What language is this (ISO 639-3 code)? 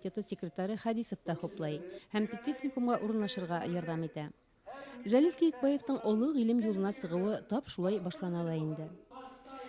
bak